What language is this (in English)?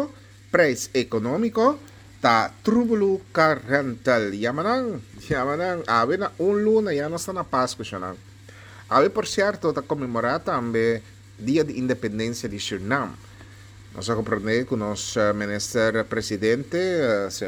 Papiamento